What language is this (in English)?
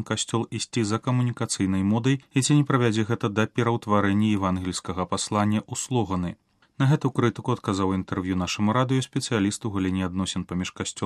Belarusian